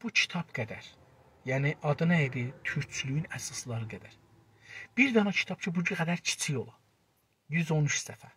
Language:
South Azerbaijani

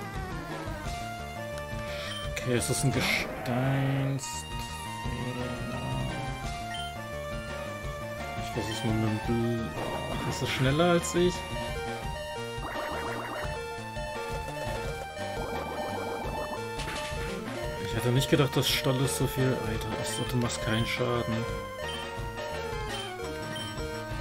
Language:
German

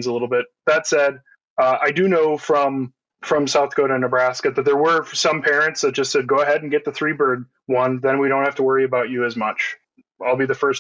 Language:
English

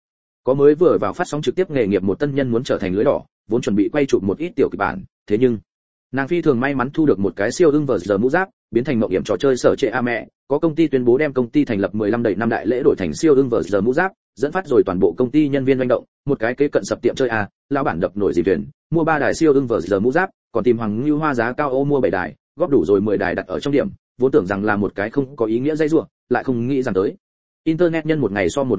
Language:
Vietnamese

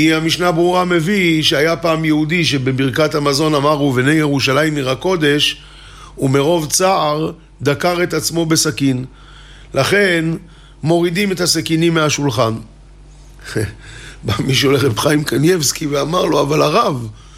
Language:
Hebrew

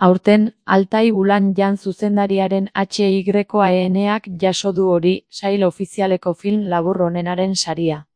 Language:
Basque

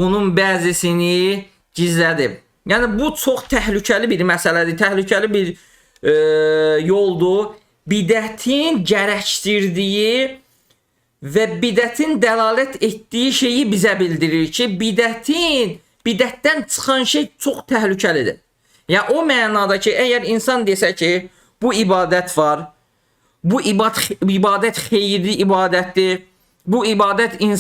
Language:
Azerbaijani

